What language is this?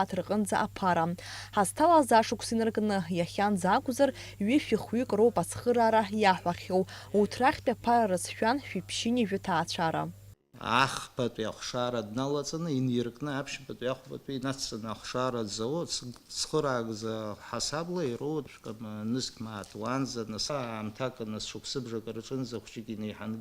Abkhazian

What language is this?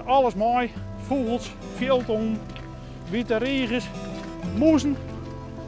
Western Frisian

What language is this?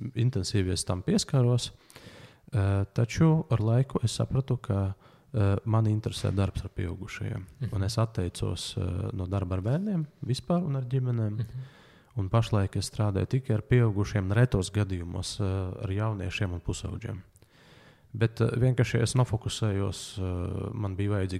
Latvian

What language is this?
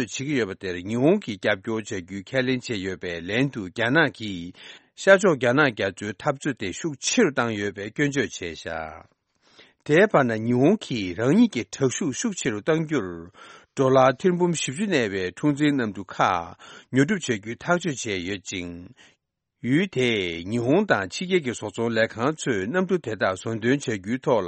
Tibetan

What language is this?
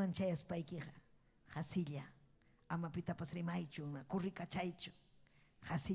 Ayacucho Quechua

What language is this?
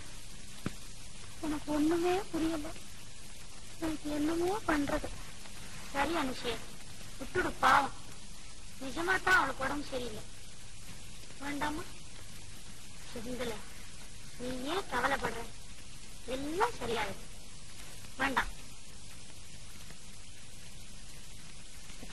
Tamil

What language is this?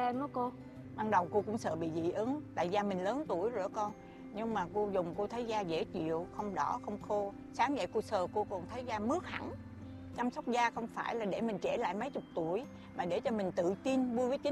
Vietnamese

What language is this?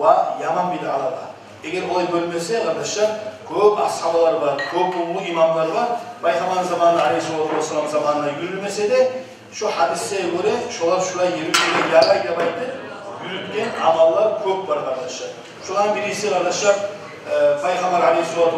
Kumyk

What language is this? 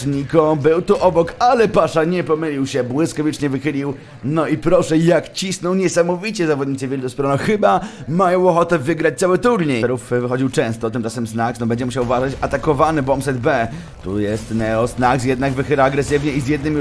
Polish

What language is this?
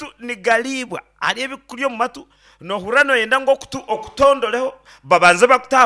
Nyankole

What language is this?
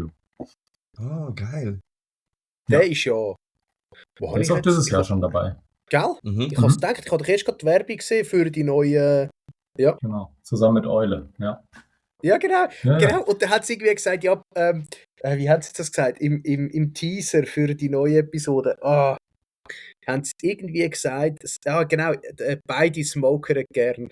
Swiss German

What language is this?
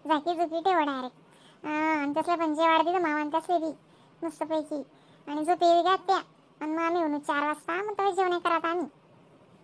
Khandesi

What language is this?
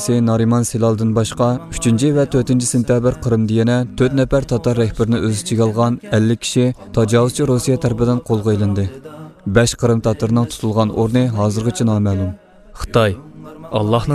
Uyghur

